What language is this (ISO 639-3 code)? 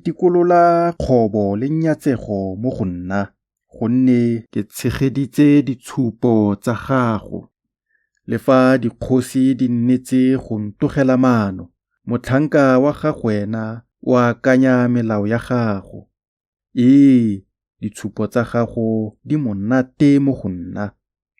tsn